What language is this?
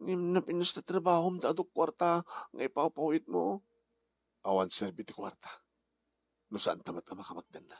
Iloko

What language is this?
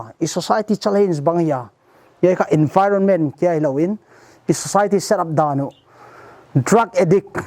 Paite Chin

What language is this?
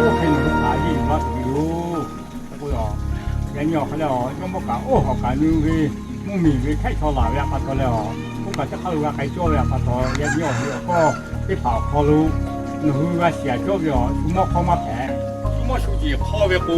Lahu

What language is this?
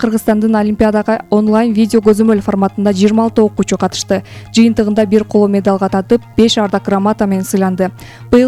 Kyrgyz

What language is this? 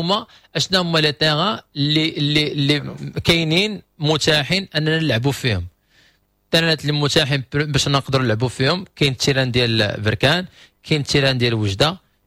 Moroccan Arabic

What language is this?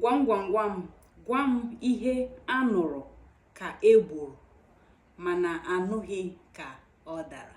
Igbo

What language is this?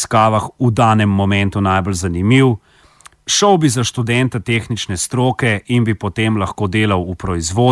Slovenian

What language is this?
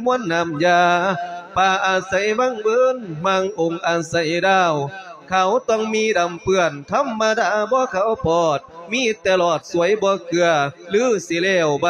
Lao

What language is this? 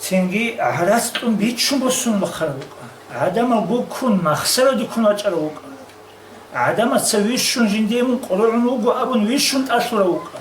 Avaric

